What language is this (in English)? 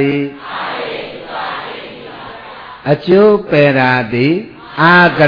Burmese